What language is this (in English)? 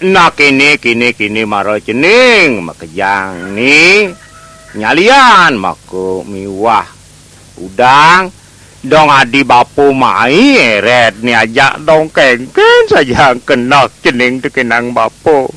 Balinese